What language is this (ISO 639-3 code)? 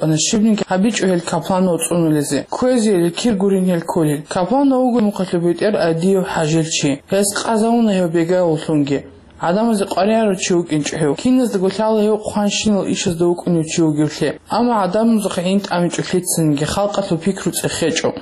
ava